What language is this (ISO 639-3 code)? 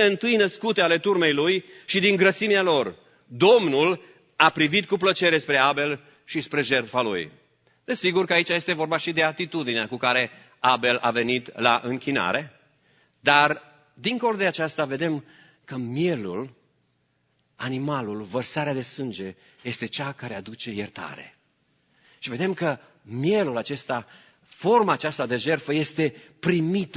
ron